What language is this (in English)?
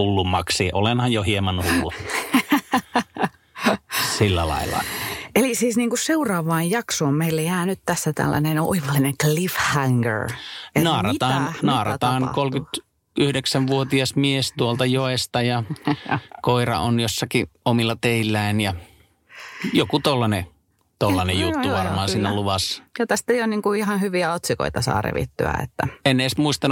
Finnish